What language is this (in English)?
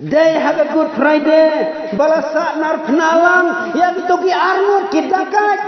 Khasi